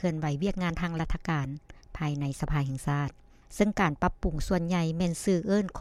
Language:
Lao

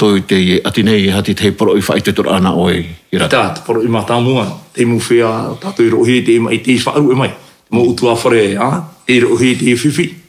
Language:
Tahitian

